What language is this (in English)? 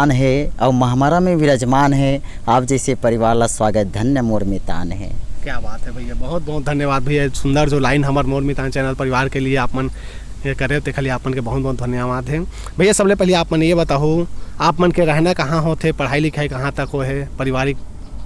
Chhattisgarhi